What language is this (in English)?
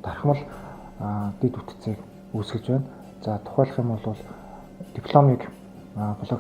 Mongolian